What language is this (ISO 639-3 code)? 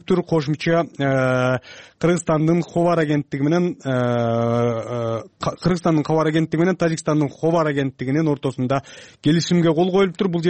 kir